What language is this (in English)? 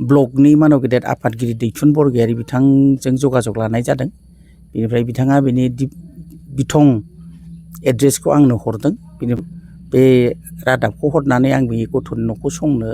Bodo